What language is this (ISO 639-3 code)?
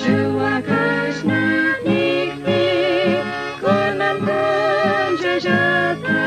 qug